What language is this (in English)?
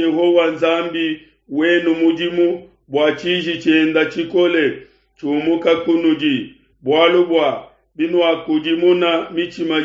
Luba-Lulua